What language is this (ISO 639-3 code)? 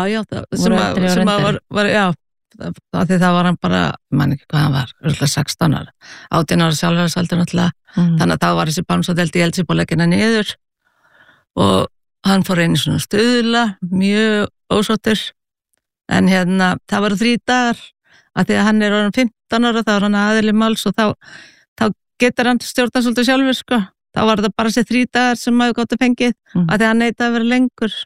isl